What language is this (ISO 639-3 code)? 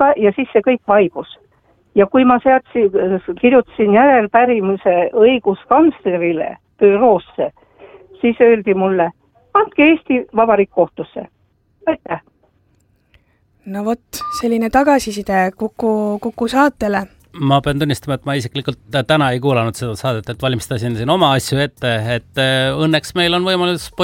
est